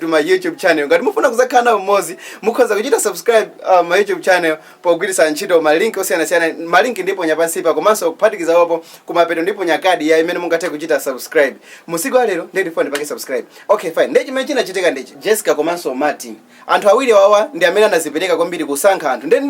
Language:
Nyanja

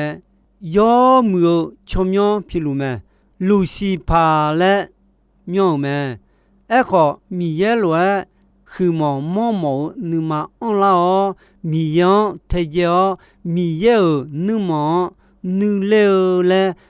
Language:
Akha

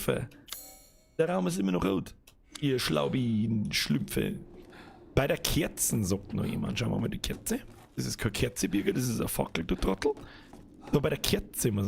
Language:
Bavarian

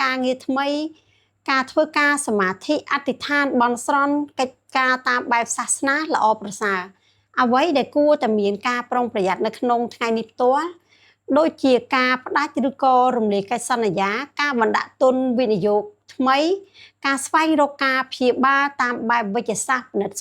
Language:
Khmer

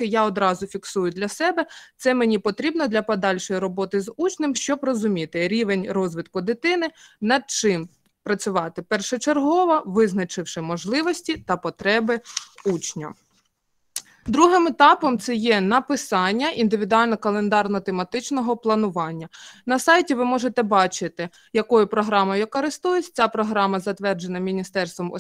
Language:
Ukrainian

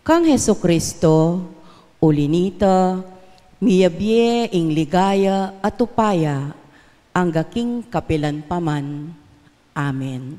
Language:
Pampanga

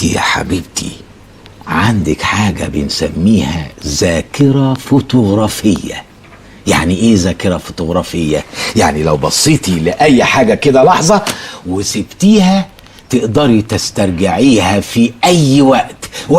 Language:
Egyptian Arabic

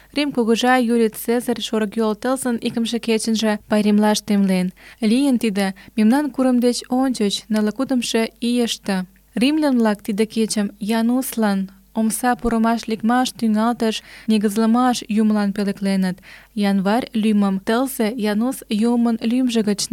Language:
Mari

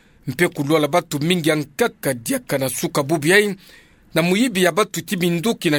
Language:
Kituba (Democratic Republic of Congo)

